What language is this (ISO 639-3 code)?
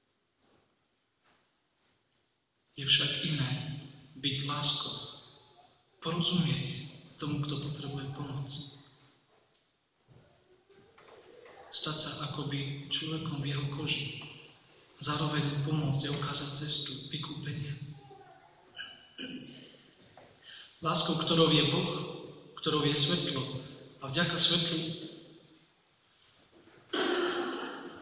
slk